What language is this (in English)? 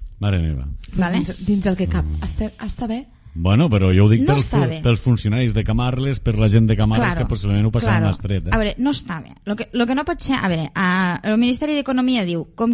Catalan